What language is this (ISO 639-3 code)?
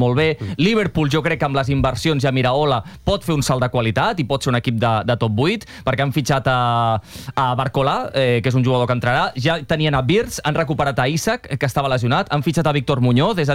cat